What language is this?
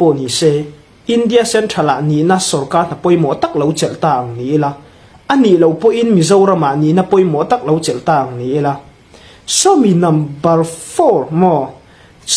Hmar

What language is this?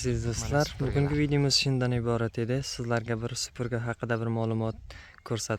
Uzbek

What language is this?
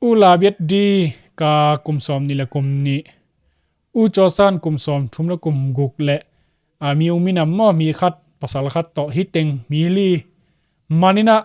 Tedim Chin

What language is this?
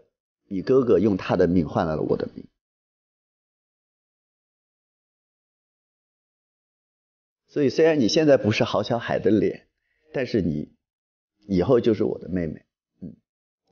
Chinese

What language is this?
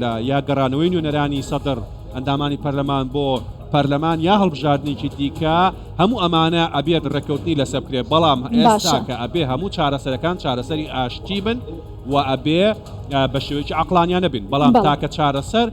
Central Kurdish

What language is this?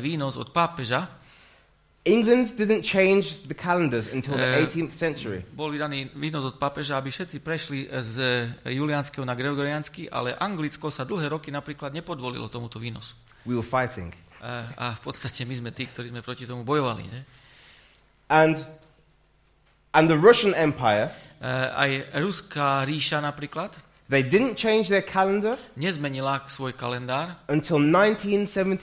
Slovak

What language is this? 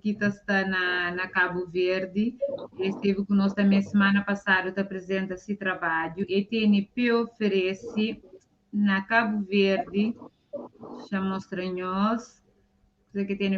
Kabuverdianu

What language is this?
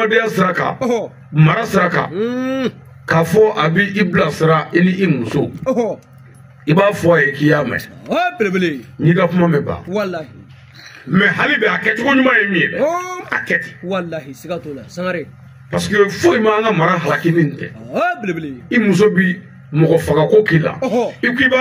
Bambara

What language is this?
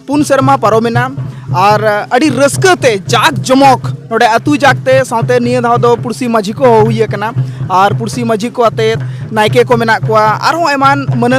Santali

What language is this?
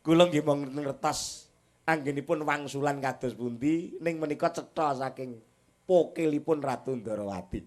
Javanese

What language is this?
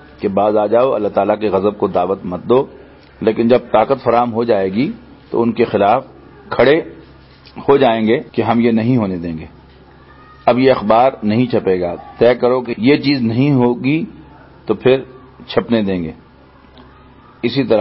Urdu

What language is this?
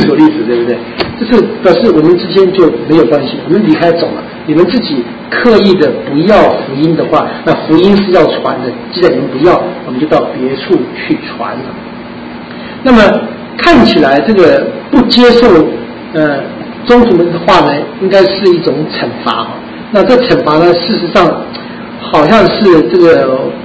Chinese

